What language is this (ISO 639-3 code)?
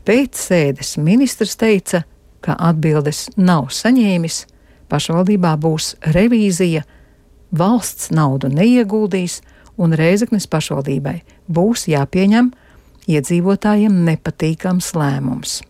lav